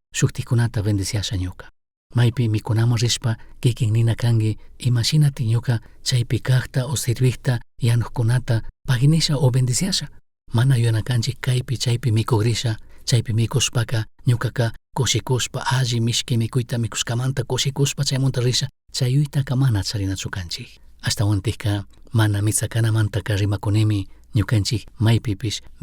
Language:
Chimborazo Highland Quichua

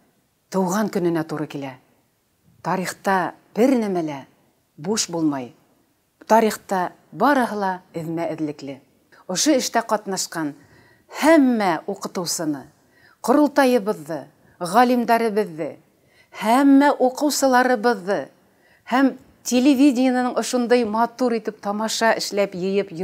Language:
Bashkir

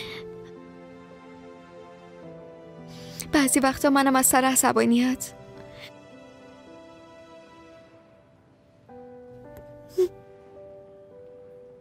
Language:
Persian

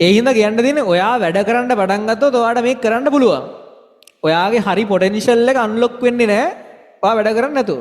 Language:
Sinhala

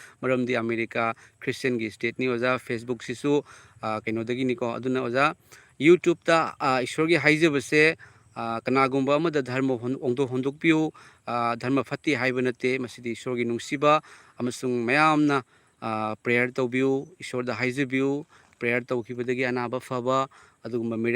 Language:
Manipuri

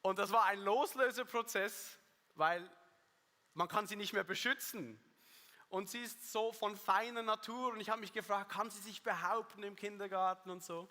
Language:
Swiss German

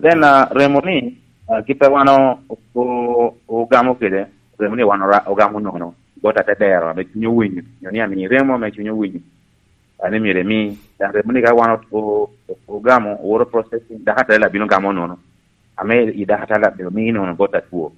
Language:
Lango (Uganda)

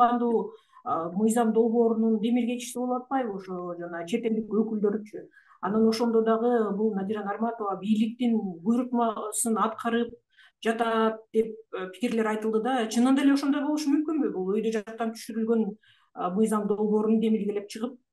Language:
Kyrgyz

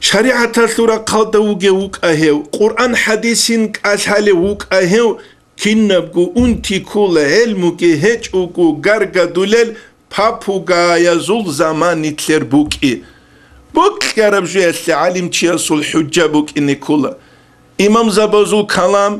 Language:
Avaric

